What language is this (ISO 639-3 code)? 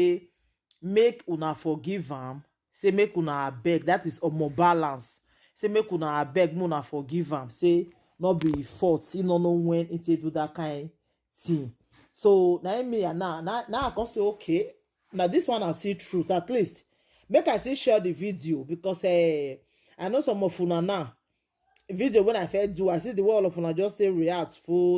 pcm